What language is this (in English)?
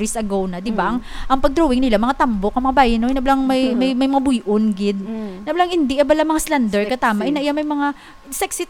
Hiligaynon